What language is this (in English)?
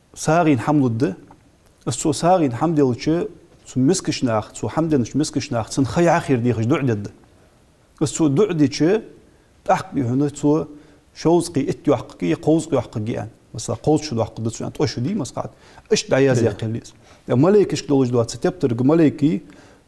Ingush